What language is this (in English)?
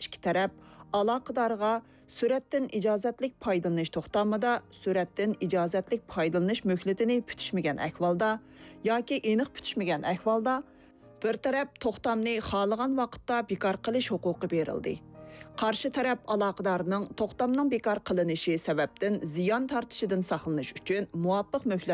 Uyghur